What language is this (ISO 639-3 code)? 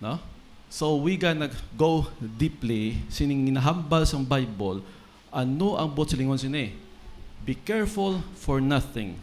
hil